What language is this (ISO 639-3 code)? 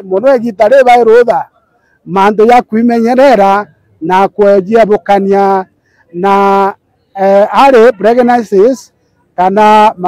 mer